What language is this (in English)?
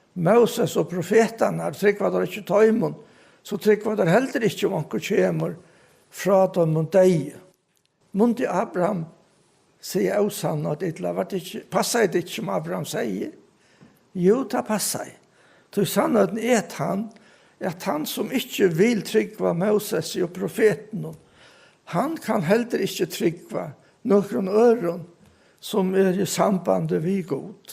Faroese